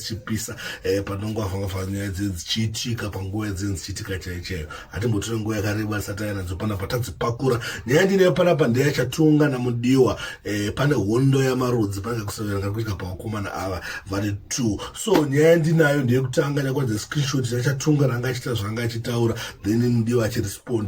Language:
Shona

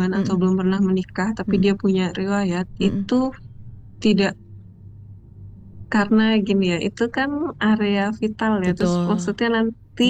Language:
Indonesian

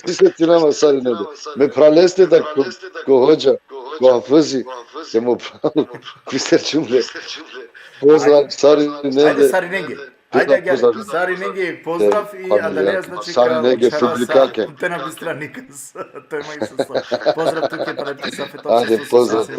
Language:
Balkan Romani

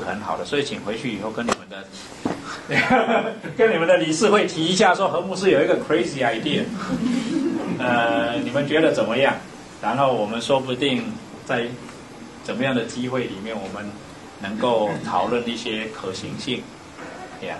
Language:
Chinese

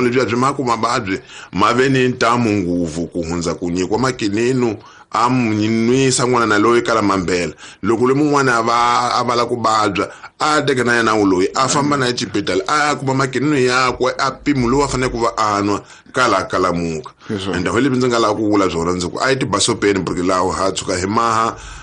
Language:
Tsonga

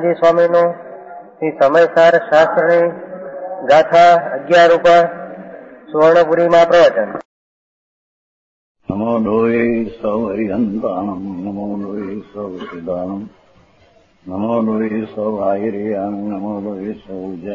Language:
Gujarati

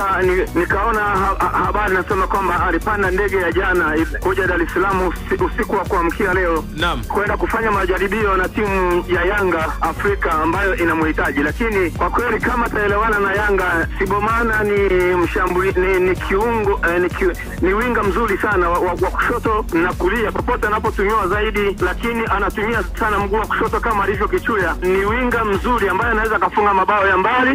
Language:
Swahili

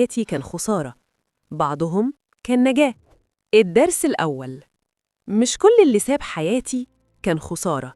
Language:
Egyptian Arabic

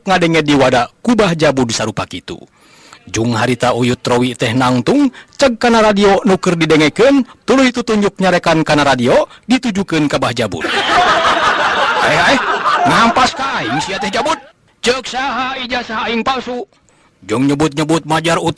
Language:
Sundanese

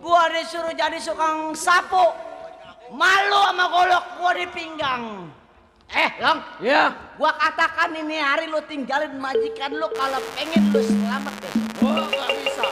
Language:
Betawi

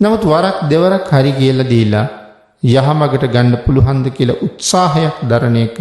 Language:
Sinhala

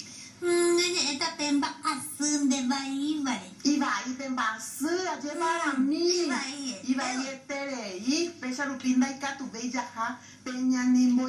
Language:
Guarani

